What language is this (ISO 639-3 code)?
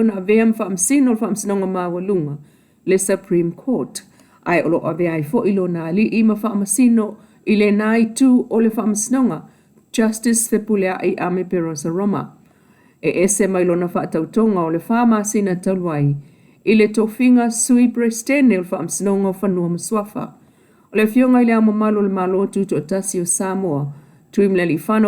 smo